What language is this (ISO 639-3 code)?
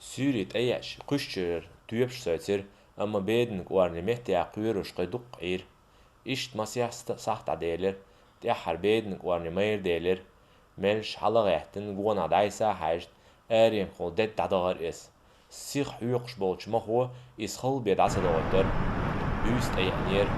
che